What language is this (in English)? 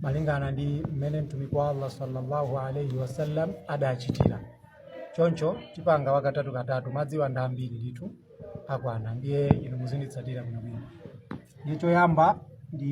Nyanja